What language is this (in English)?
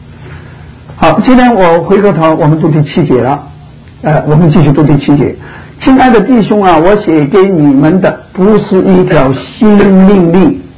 Chinese